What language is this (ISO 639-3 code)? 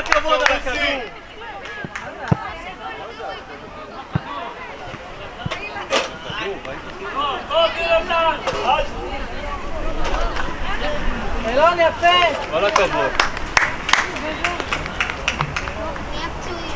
heb